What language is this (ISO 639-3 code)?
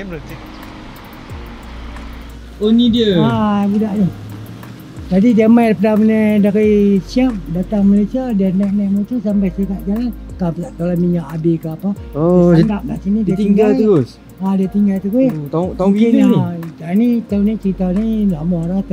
msa